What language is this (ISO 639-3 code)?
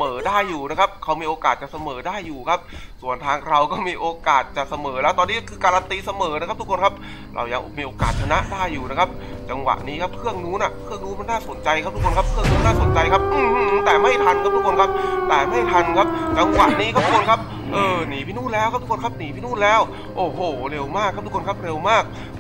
tha